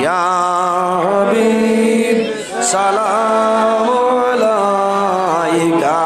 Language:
Sylheti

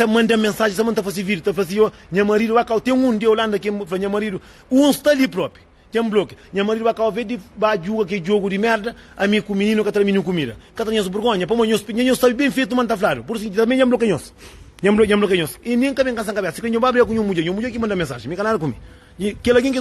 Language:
Kabuverdianu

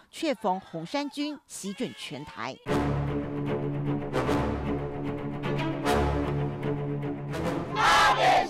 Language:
Chinese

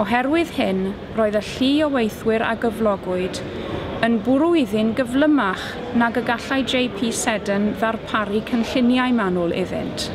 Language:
Welsh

